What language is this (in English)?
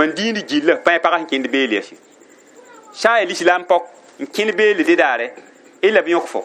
Mossi